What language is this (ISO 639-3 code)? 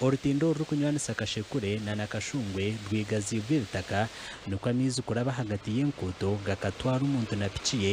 nyn